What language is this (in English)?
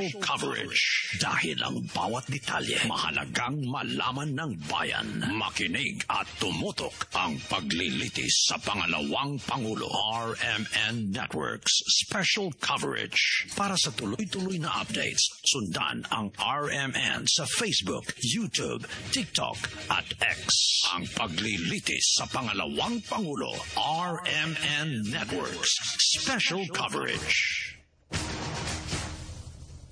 Filipino